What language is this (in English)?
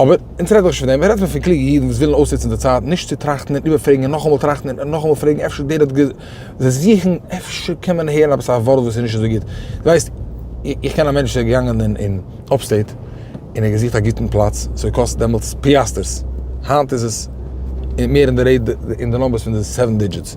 Yiddish